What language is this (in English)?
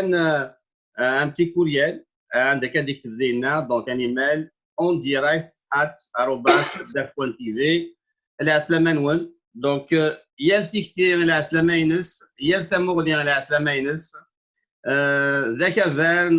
Kabyle